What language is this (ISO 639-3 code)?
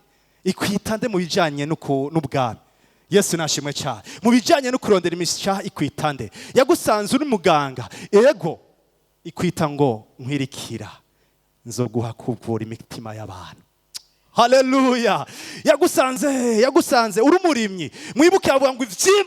run